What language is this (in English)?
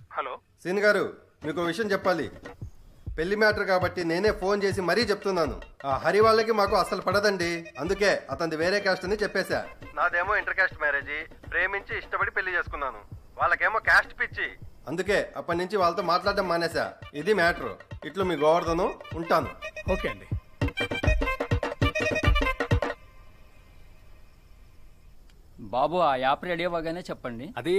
Telugu